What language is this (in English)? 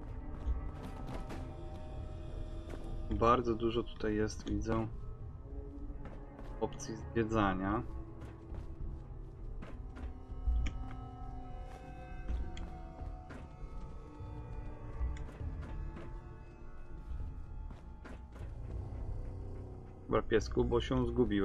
Polish